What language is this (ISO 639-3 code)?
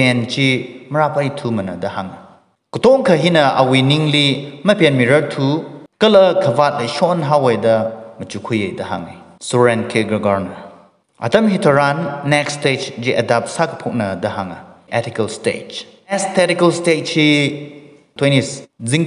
nmf